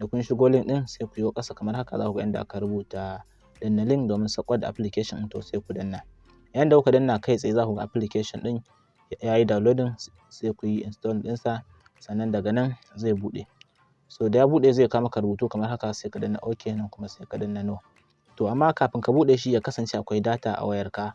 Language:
Hausa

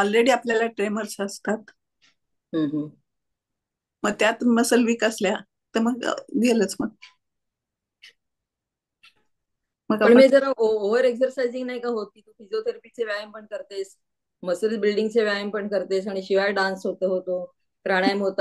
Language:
Marathi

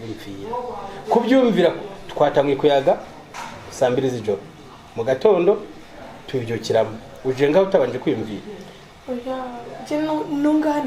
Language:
Rundi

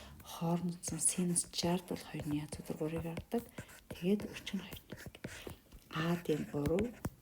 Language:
Mongolian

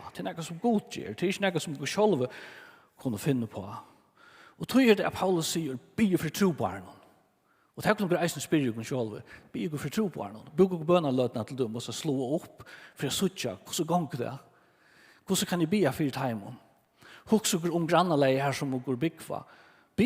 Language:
Faroese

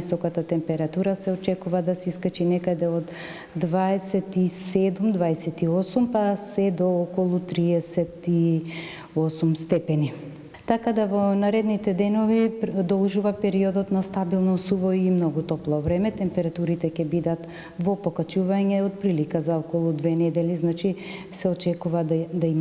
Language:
Macedonian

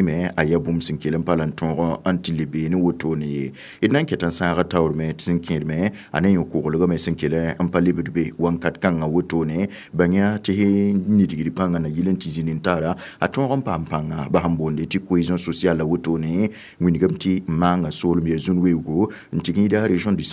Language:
Mossi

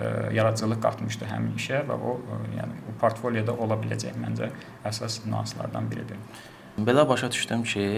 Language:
Azerbaijani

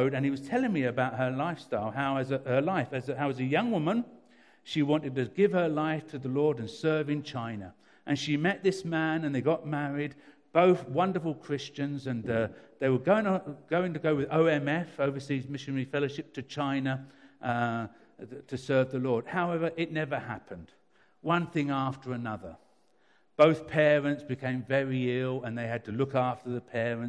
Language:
English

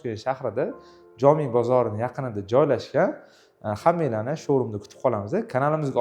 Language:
Uzbek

